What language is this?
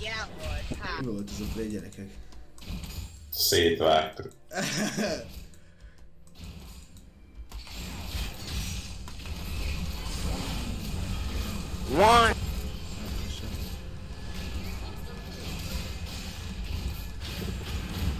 Hungarian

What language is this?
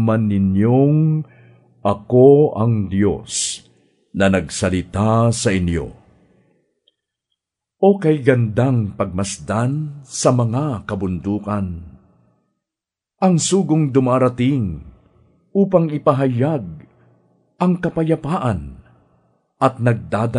Filipino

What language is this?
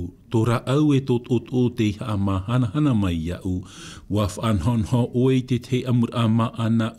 Tahitian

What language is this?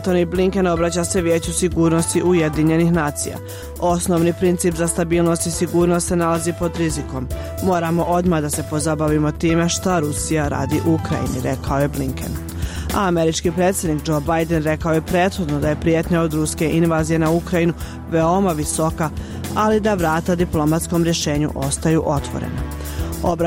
Bosnian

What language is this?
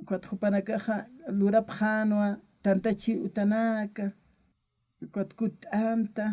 Aymara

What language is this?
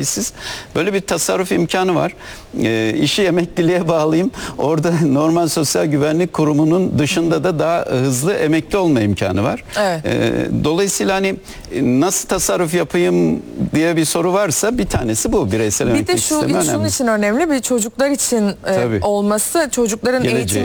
Turkish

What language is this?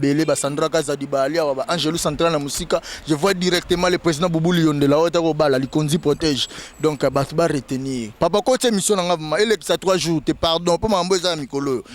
Lingala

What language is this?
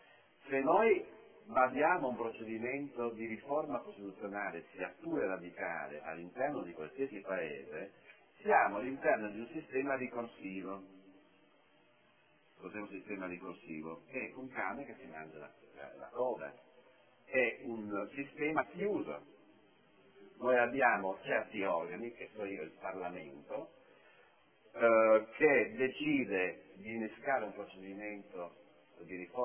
Italian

